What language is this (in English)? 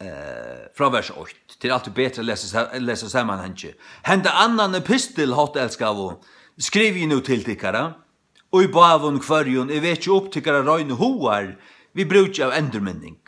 Faroese